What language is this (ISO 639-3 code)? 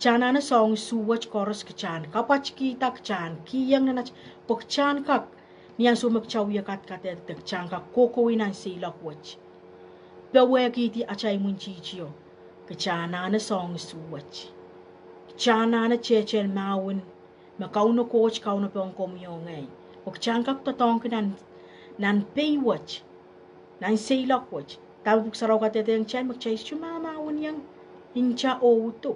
pon